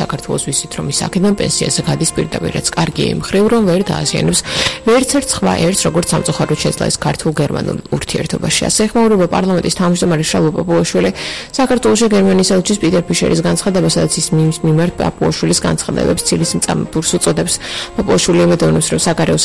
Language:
Georgian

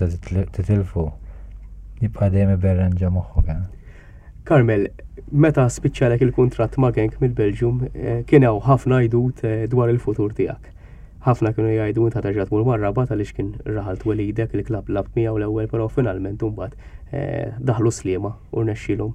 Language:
Maltese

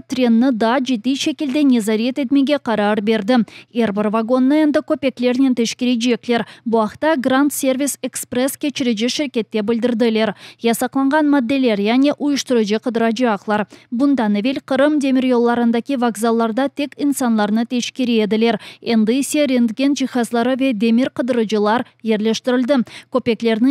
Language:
Crimean Tatar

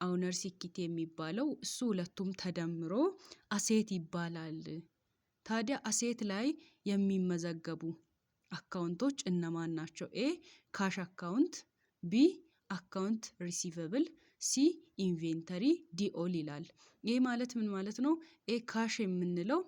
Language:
Amharic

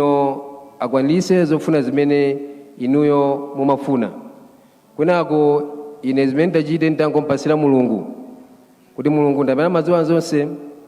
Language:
Nyanja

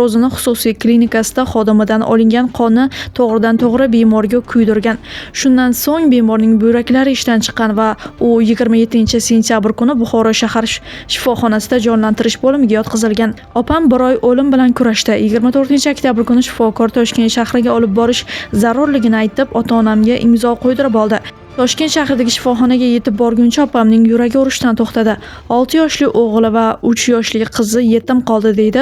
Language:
Uzbek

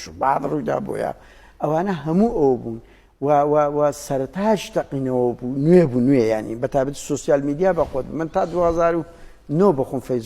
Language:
Central Kurdish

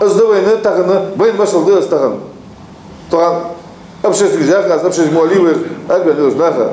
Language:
Ingush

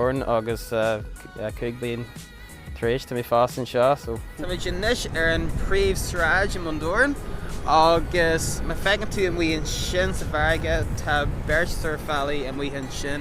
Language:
Irish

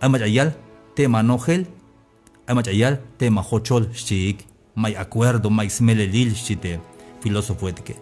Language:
Tzeltal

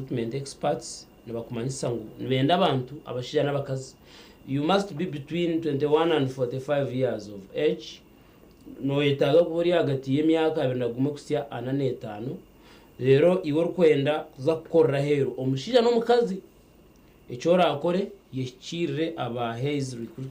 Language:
Nyankole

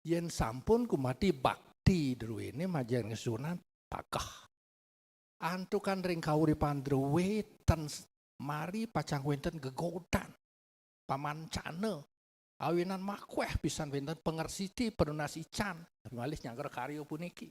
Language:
Balinese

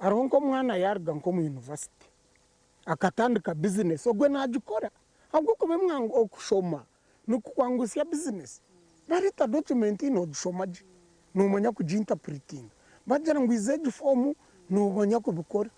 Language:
Nyankole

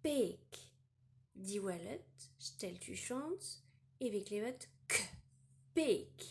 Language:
Breton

